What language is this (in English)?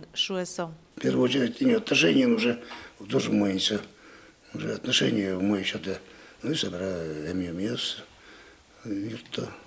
Udmurt